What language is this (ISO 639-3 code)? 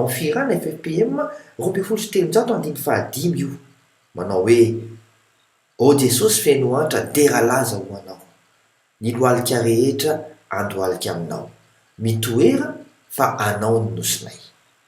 mlg